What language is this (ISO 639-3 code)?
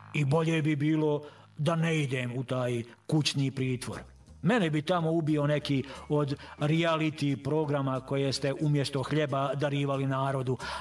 srp